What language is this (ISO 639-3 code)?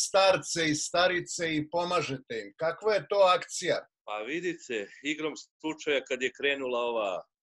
srp